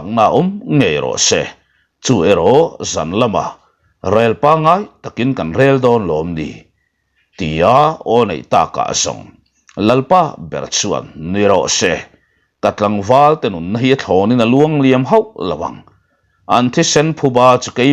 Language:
Mizo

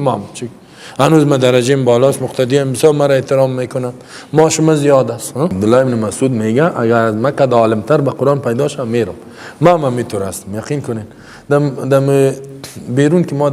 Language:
Persian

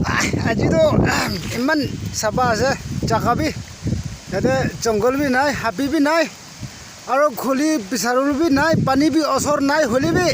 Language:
Naga Pidgin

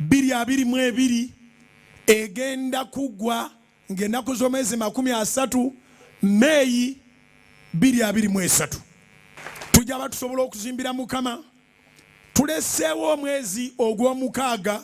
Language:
Ganda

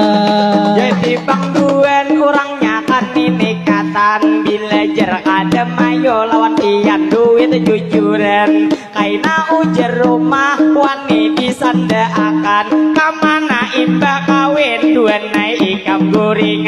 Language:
Banjar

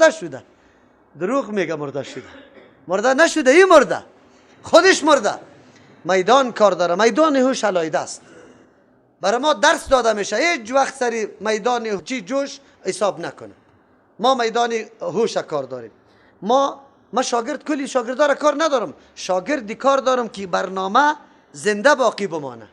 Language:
Persian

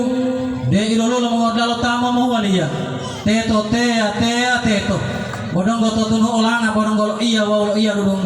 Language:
Gorontalo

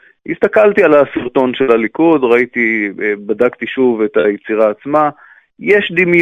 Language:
Hebrew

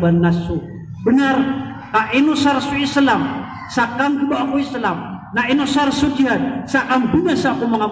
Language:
Maranao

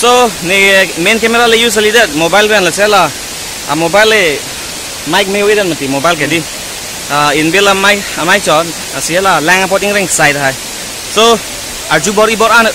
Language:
Karbi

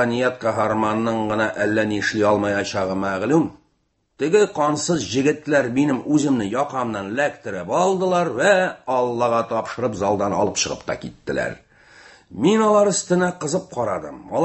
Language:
Tatar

